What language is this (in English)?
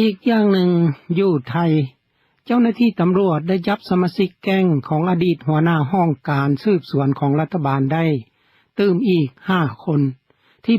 Lao